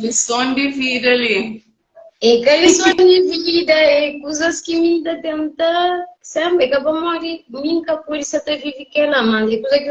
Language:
Kabuverdianu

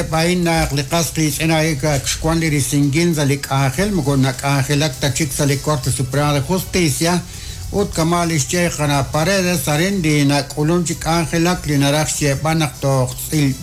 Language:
Kekchí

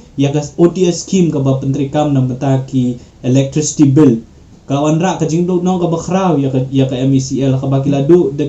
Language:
Khasi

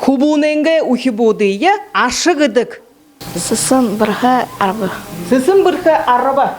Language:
Buriat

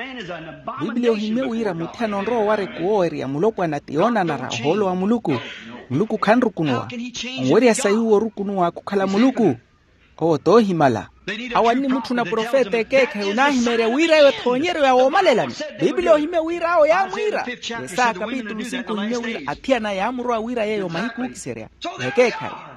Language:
Makhuwa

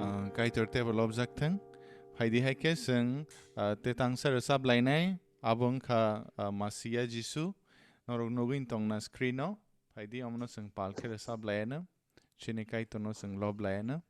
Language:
Kok Borok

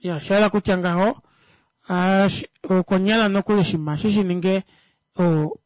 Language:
Kuanyama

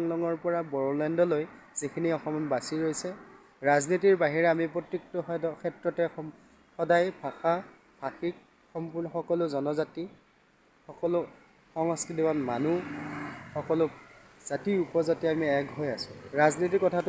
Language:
Assamese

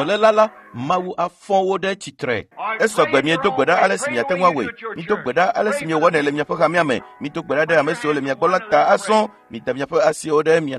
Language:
Ewe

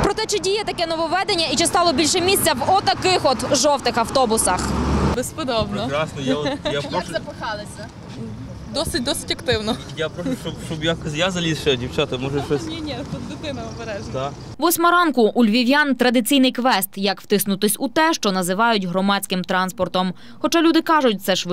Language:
Ukrainian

